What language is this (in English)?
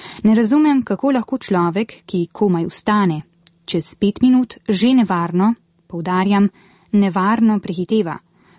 Slovenian